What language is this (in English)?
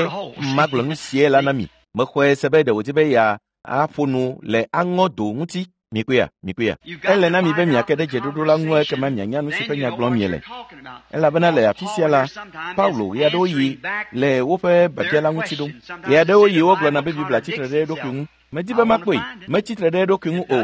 Ewe